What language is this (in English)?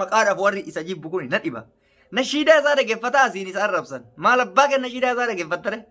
Oromo